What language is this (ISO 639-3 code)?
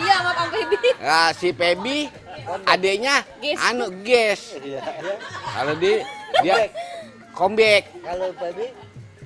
bew